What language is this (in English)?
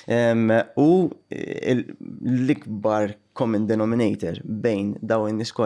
Maltese